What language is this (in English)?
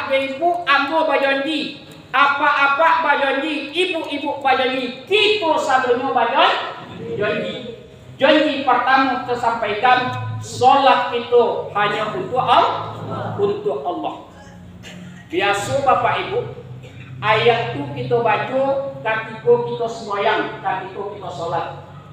Minangkabau